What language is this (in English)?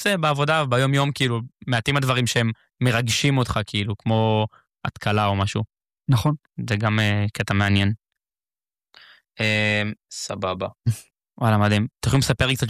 Hebrew